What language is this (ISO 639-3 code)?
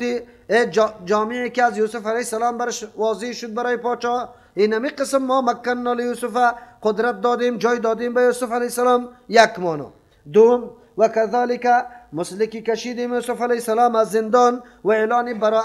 fas